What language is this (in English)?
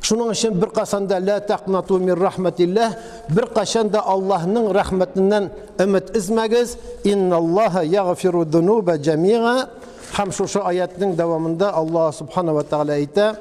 Tatar